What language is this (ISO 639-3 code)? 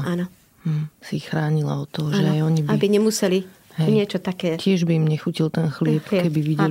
slk